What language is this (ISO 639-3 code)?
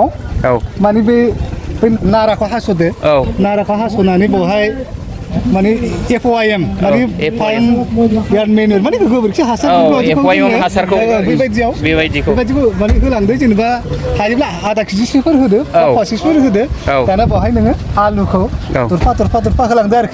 brx